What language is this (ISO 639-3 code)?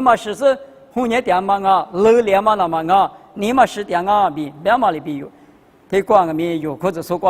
lis